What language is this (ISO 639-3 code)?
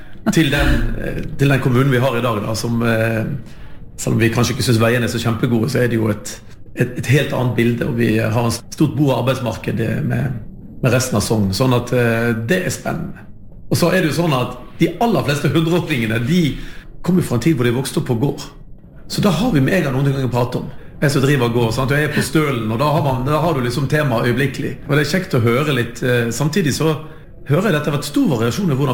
nor